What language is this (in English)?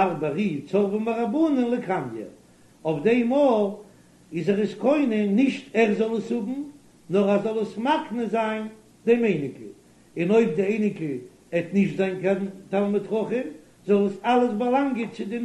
Yiddish